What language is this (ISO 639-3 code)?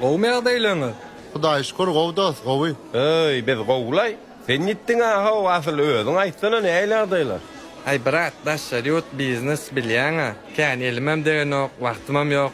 tuk